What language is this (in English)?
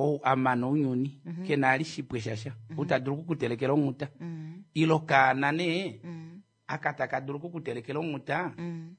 Kuanyama